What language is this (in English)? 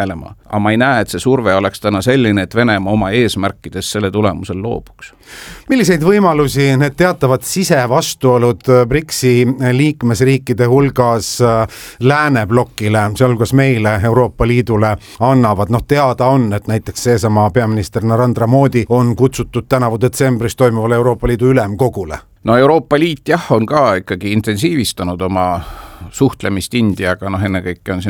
Estonian